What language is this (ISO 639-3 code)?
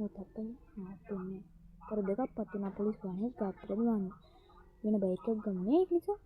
sin